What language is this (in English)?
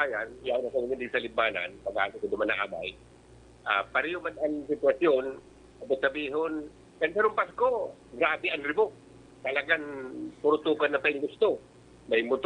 Bikol